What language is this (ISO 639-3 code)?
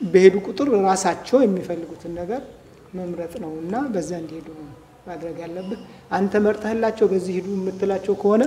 amh